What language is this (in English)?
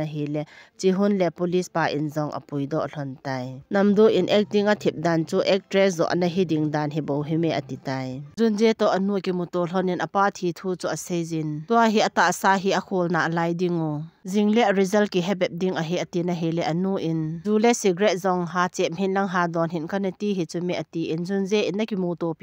Thado Chin